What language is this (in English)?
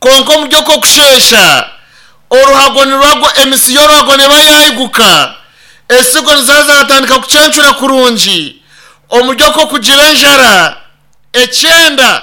Nyankole